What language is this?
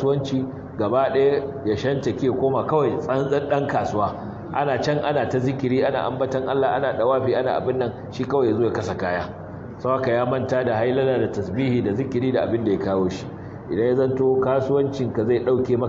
Hausa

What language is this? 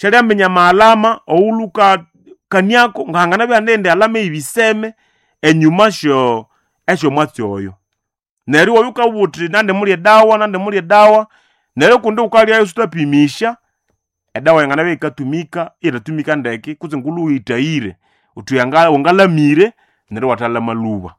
Nande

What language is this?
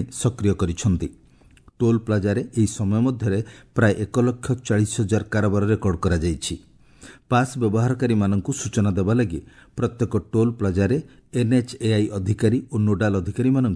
Odia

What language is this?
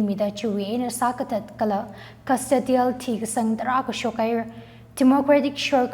Tangkhul Naga (India)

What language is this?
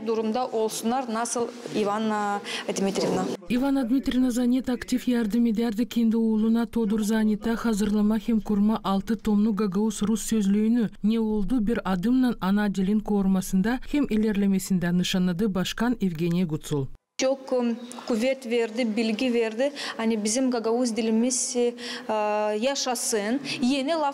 Gagauz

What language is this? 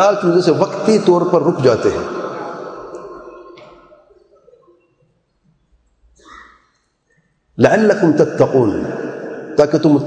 Urdu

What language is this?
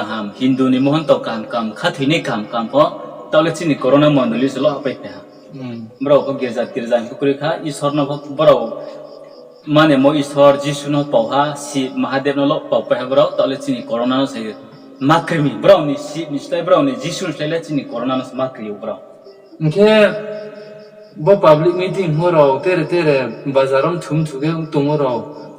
Riang (India)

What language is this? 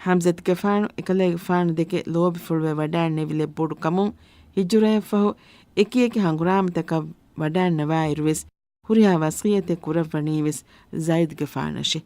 Divehi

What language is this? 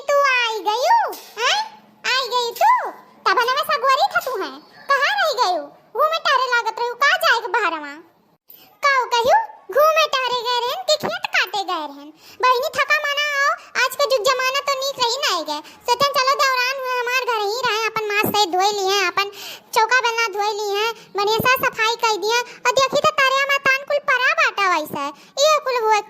Awadhi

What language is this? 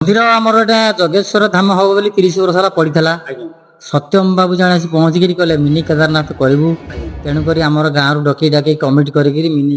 Odia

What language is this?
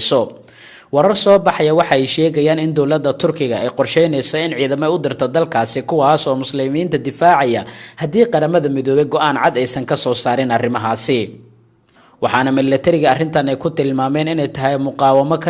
Somali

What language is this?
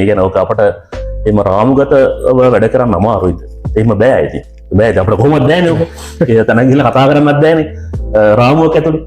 Sinhala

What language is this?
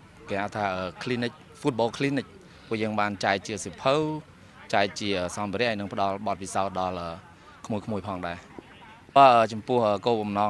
Khmer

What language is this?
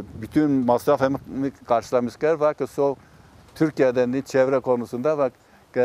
Zaza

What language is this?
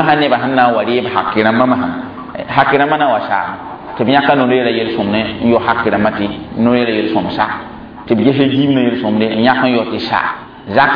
Mossi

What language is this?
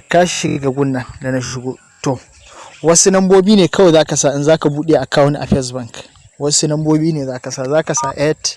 Hausa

